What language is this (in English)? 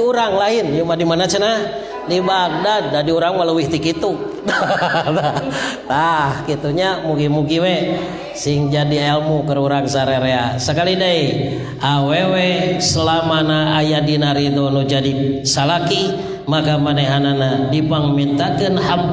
Sundanese